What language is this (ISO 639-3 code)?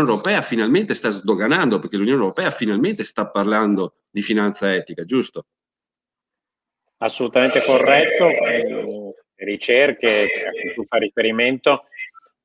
ita